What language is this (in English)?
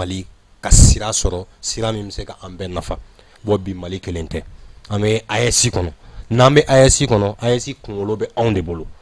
Bambara